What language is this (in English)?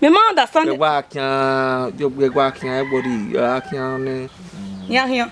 Bini